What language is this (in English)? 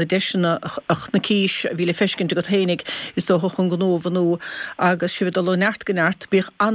Irish